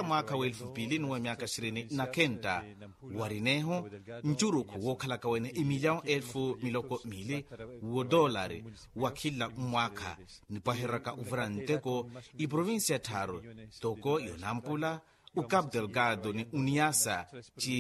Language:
Makhuwa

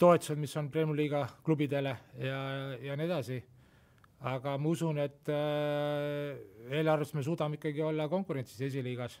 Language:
Estonian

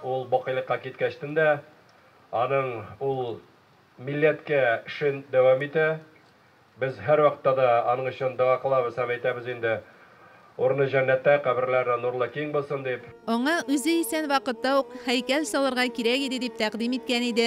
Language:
Tatar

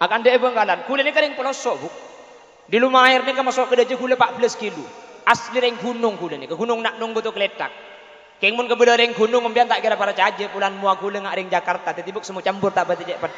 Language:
Madurese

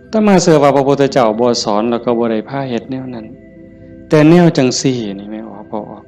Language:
Northeastern Thai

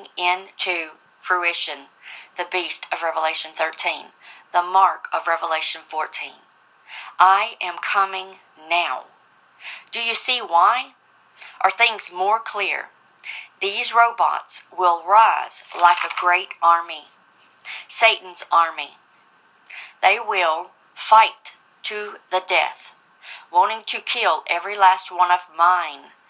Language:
English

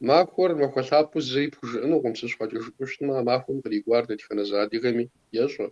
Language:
Kabardian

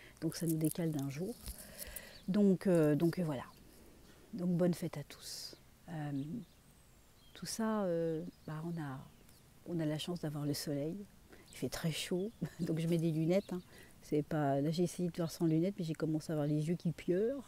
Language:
French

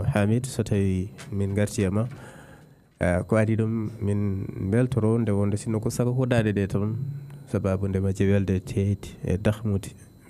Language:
Fula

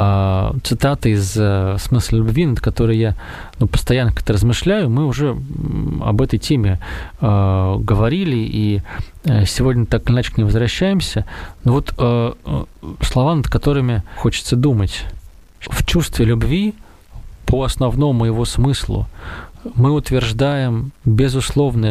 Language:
Russian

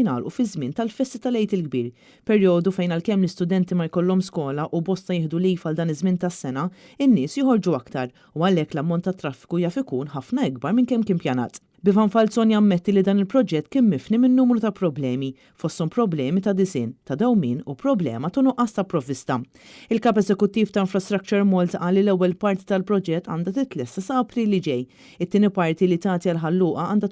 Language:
Maltese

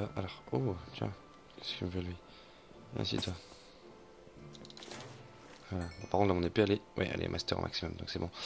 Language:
French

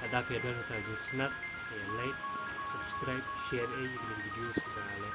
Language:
Khasi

